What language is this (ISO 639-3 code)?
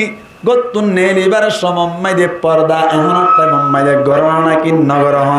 rhg